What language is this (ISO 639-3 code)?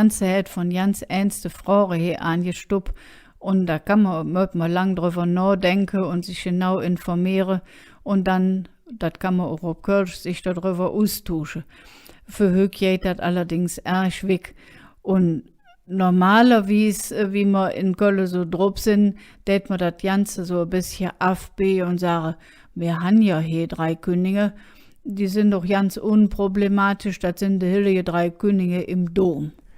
ksh